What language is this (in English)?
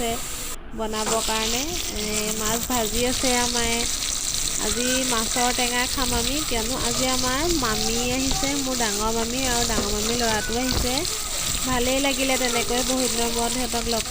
Assamese